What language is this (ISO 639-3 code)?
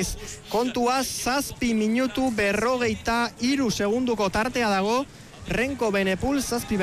eus